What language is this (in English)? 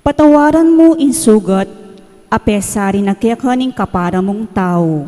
Pampanga